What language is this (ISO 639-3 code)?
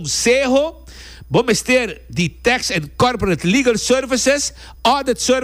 pap